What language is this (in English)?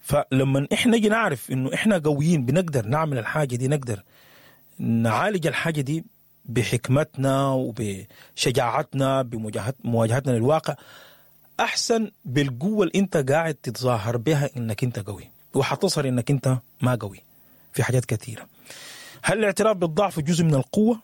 Sudanese Arabic